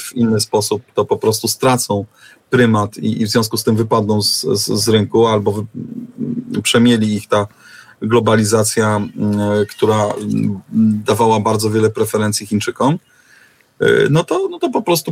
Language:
Polish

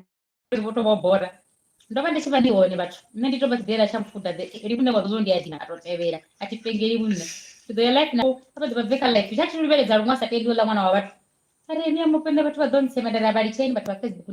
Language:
Venda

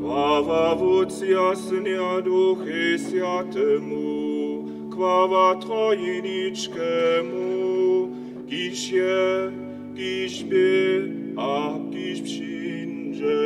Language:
Upper Sorbian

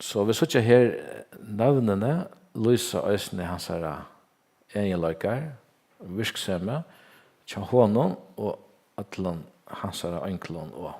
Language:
Faroese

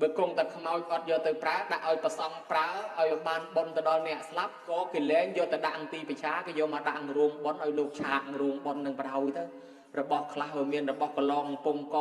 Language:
Khmer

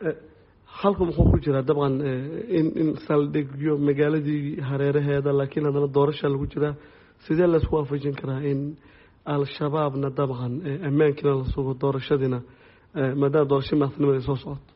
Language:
Somali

